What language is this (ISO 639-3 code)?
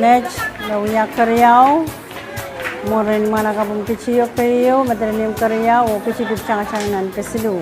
pon